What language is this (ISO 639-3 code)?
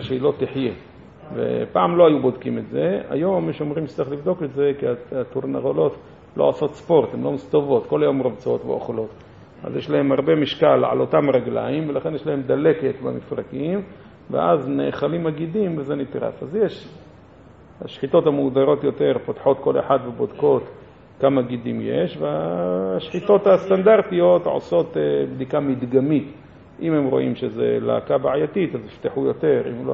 heb